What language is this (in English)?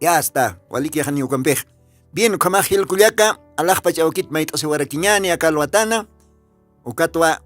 Aymara